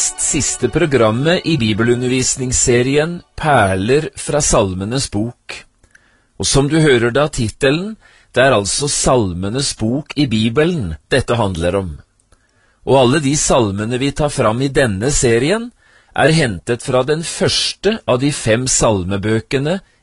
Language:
Norwegian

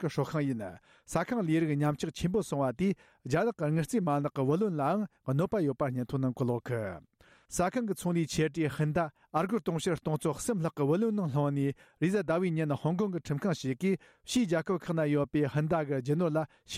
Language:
Tibetan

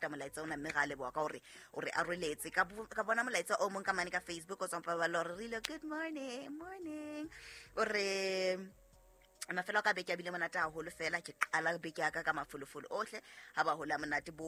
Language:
Southern Sotho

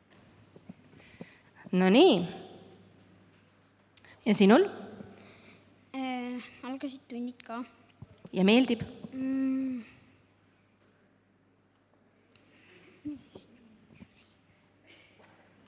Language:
Estonian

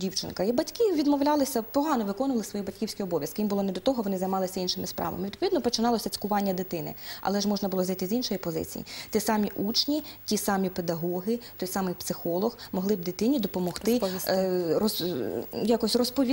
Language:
Ukrainian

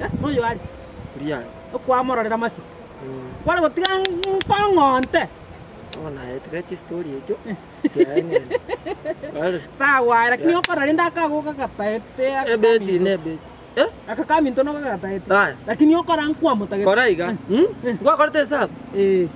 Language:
Gusii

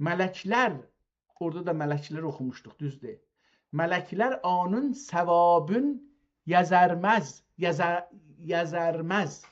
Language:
South Azerbaijani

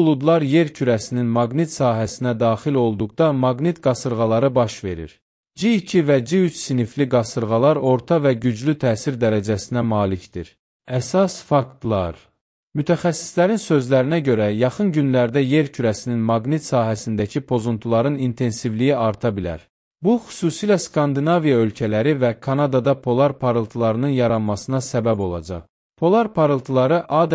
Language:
Azerbaijani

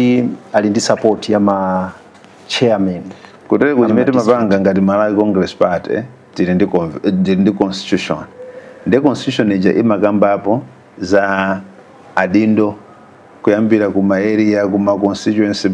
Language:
Nyanja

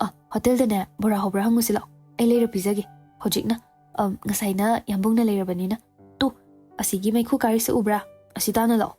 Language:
Manipuri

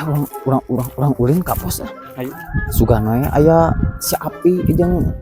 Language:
Sundanese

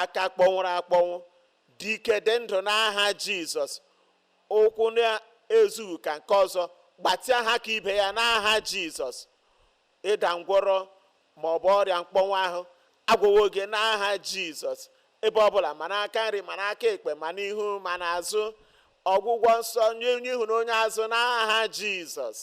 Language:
Igbo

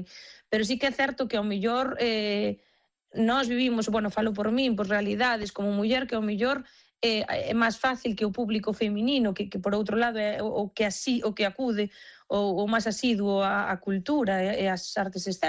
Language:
Galician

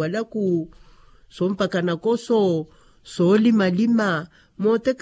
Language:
Makhuwa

